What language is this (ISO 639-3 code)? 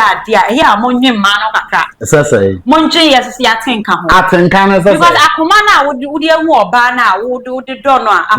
aka